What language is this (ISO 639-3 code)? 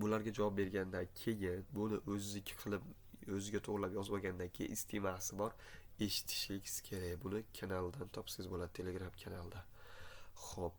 uzb